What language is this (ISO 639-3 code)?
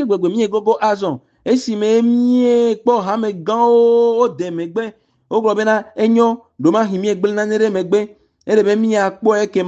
ewe